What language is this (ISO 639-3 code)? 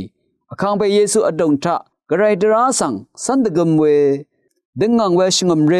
raw